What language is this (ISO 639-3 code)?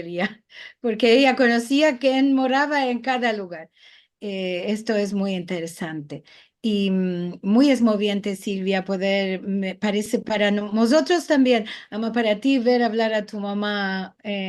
lad